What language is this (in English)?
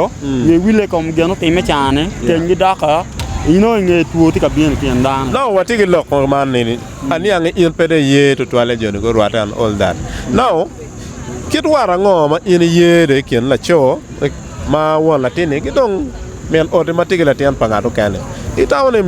Acoli